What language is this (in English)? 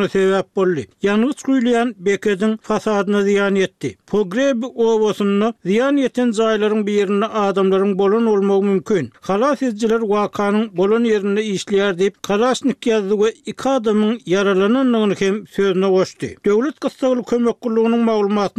Turkmen